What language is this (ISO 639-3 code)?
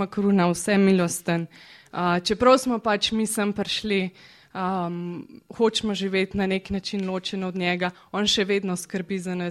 slv